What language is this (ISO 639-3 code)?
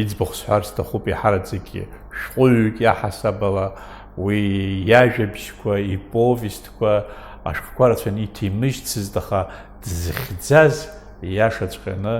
abk